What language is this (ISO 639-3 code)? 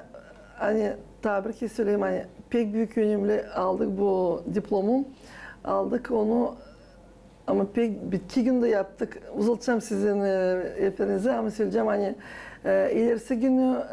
gag